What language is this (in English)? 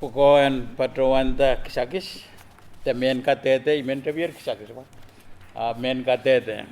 Pohnpeian